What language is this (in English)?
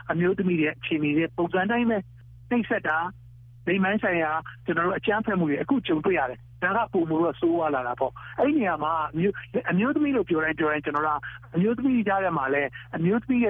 Burmese